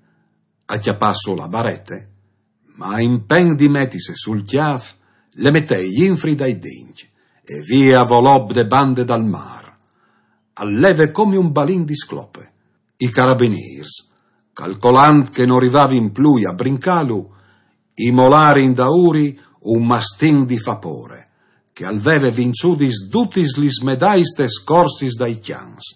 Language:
Friulian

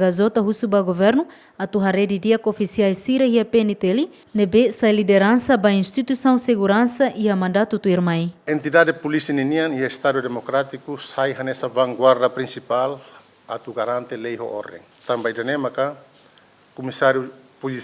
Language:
Tetum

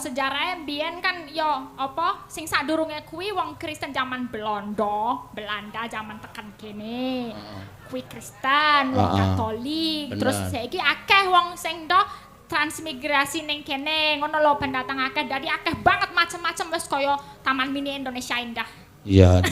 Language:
Javanese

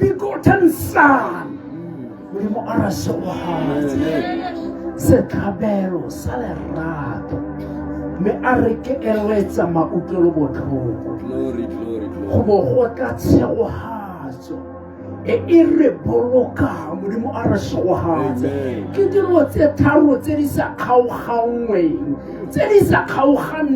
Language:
Tswana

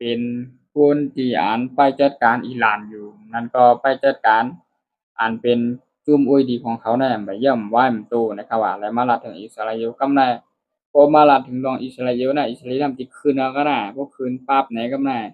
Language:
Shan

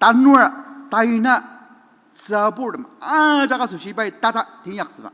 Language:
Ao Naga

